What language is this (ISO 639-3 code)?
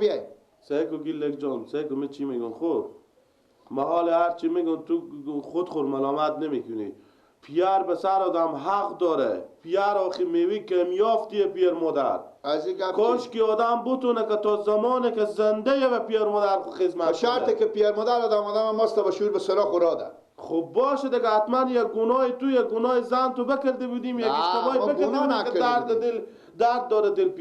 fas